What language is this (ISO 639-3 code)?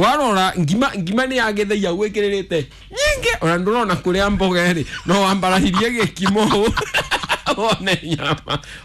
kik